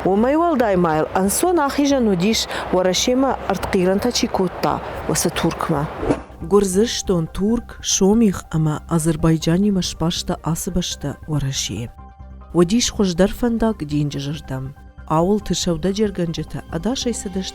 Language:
Ossetic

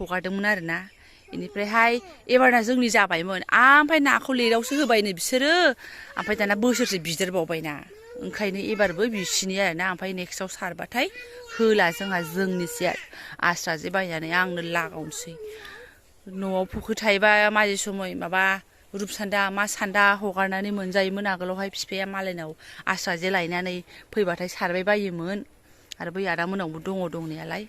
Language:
Bodo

